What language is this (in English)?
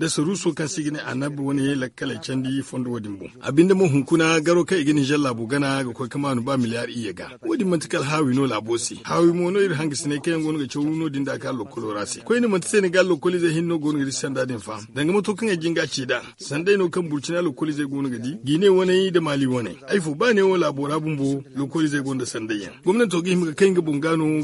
Zarma